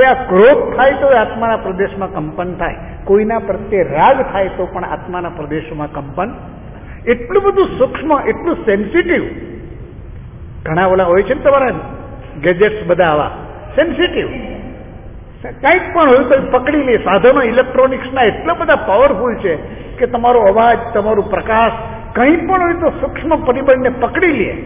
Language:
Gujarati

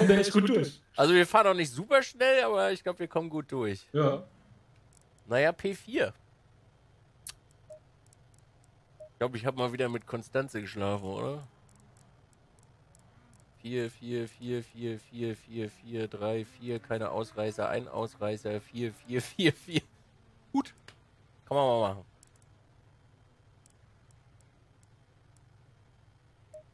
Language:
German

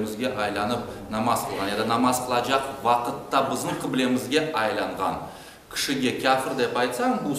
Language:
Crimean Tatar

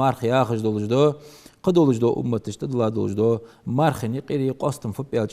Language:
Ingush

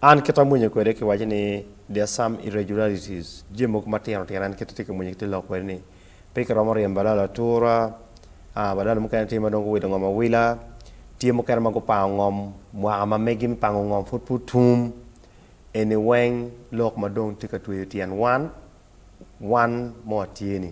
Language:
Acoli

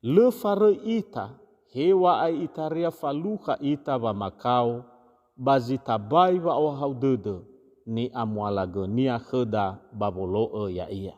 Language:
Nias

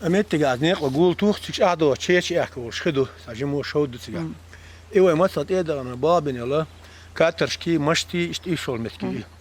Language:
Chechen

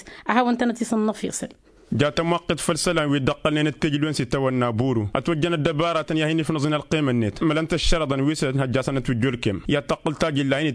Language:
Tamasheq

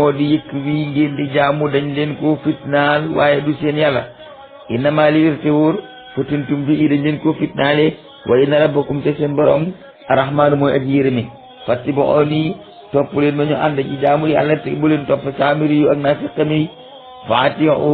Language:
Wolof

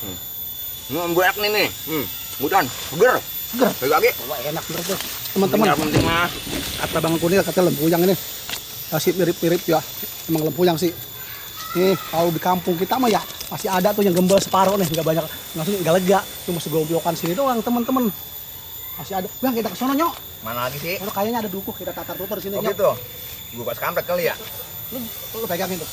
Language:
Betawi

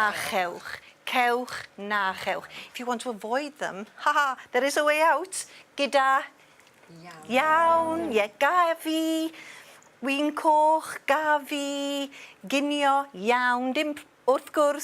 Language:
Welsh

